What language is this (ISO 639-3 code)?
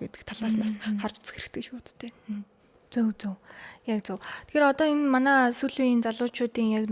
mon